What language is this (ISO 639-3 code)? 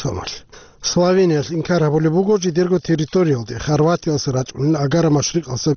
ava